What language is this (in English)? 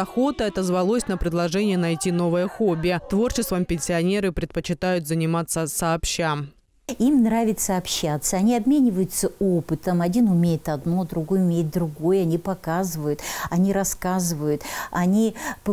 Russian